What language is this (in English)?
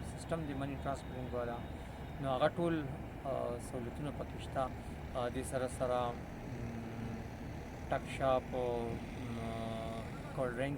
Pashto